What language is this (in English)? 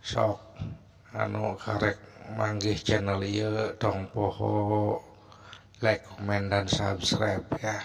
Sundanese